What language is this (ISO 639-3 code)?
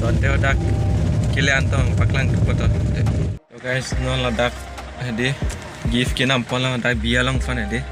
mjw